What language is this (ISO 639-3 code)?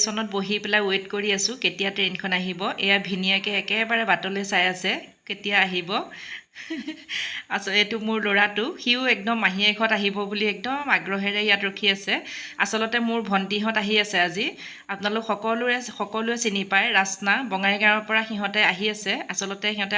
asm